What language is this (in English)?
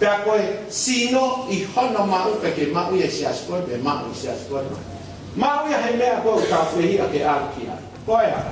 Tongan